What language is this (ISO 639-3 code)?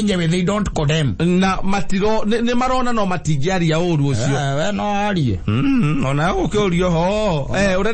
kik